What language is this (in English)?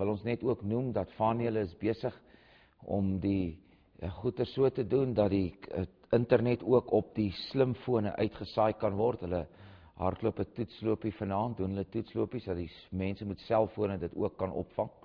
Afrikaans